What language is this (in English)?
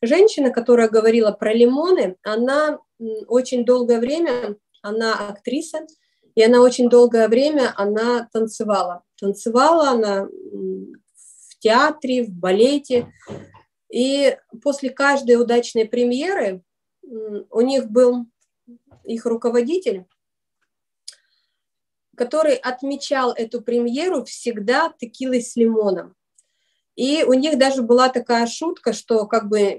Russian